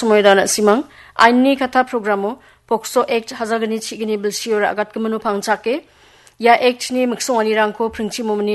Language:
Garo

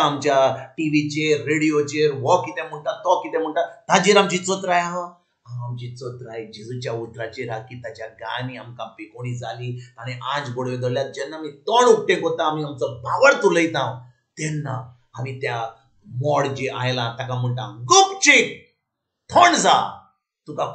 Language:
Konkani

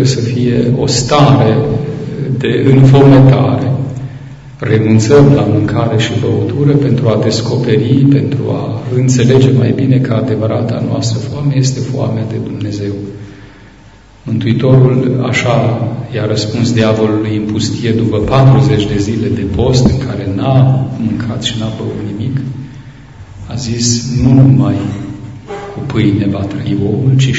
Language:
Romanian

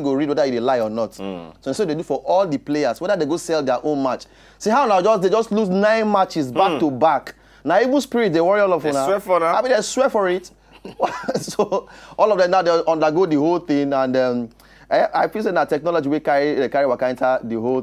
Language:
Nigerian Pidgin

